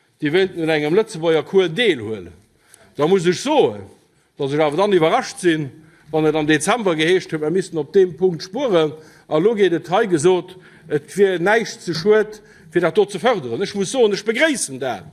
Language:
Luxembourgish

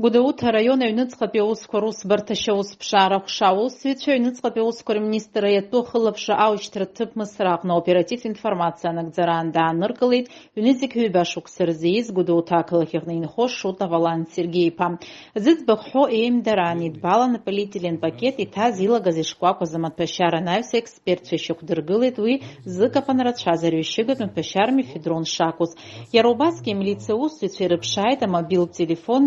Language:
Abkhazian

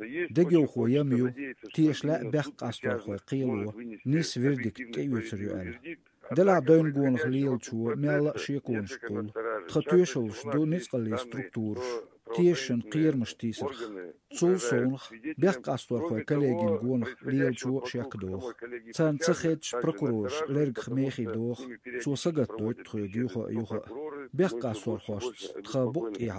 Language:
Chechen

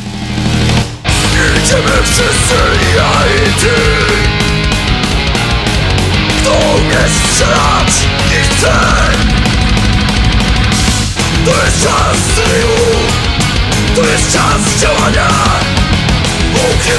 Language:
Polish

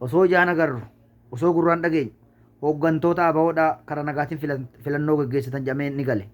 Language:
Oromo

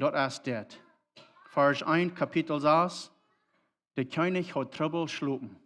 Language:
Plautdietsch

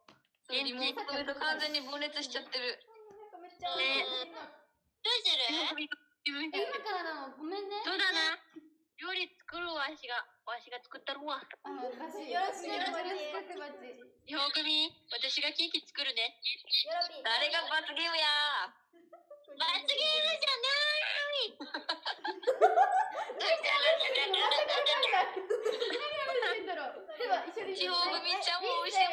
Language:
Japanese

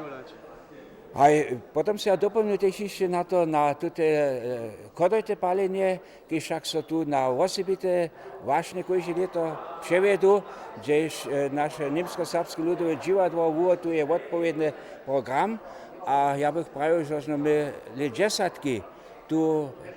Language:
Upper Sorbian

